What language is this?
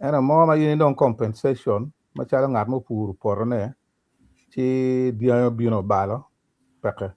Acoli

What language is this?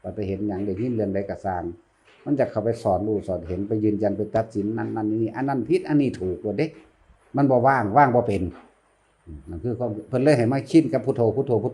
Northeastern Thai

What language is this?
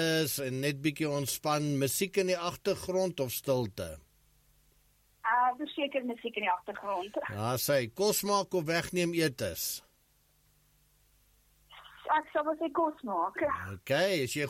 Afrikaans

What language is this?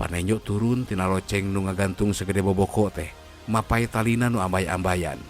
Sundanese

